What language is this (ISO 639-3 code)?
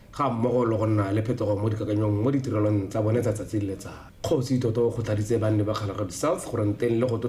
tsn